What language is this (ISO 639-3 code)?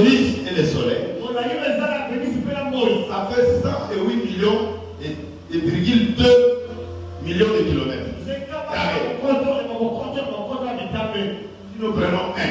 fra